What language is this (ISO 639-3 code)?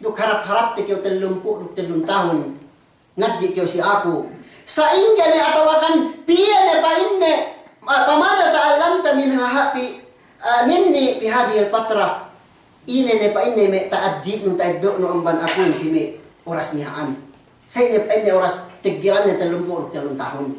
yka